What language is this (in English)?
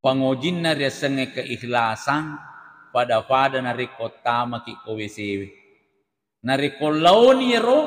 Buginese